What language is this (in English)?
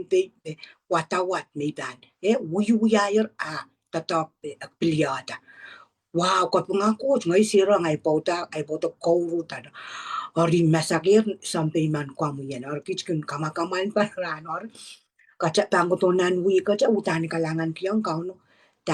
Pohnpeian